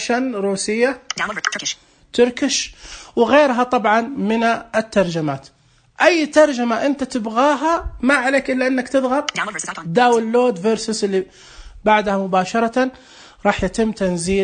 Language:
Najdi Arabic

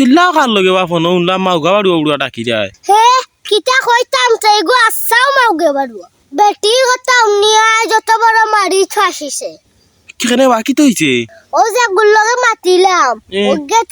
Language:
Sylheti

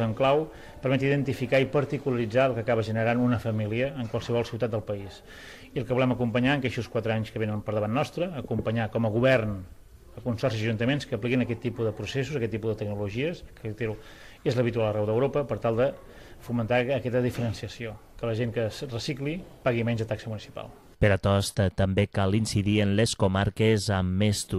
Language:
Catalan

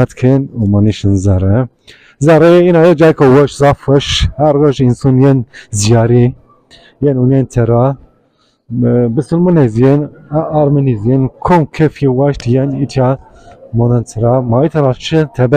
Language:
Zaza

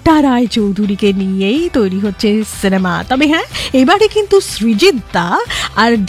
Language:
Bangla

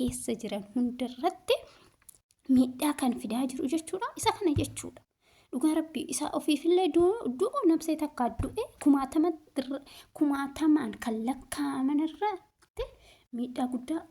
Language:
Oromo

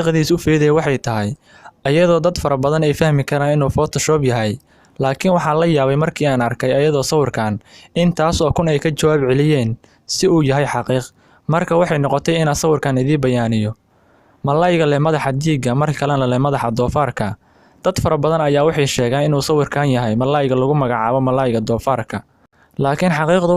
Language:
Somali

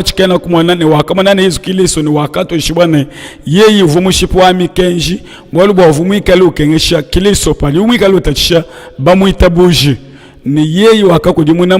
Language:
Luba-Lulua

